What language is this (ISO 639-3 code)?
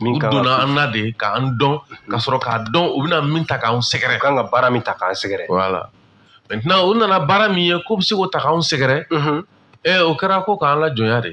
bam